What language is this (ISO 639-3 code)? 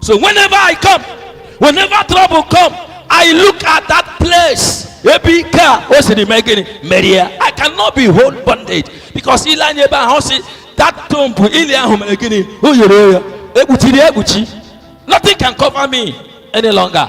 ibo